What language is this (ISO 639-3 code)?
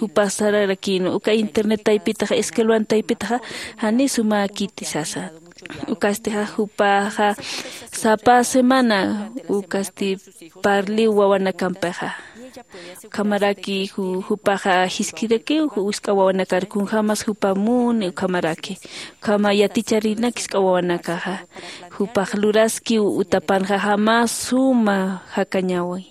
aym